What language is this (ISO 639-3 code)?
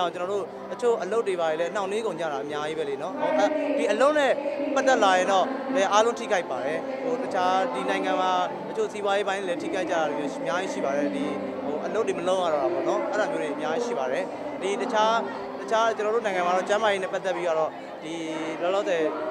mya